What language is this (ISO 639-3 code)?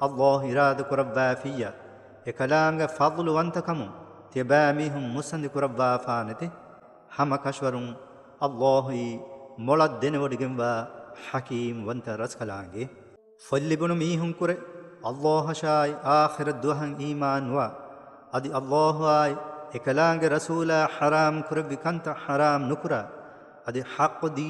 div